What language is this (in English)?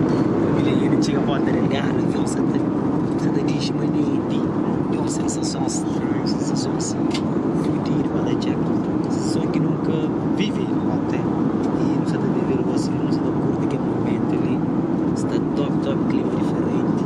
Kabuverdianu